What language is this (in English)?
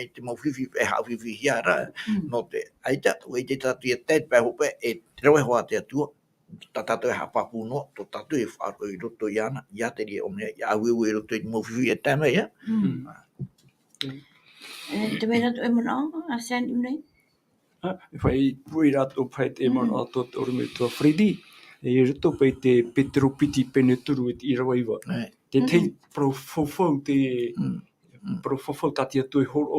Tahitian